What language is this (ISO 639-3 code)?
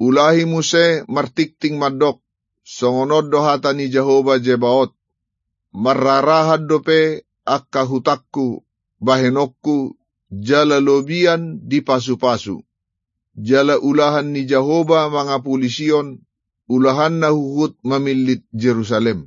bbc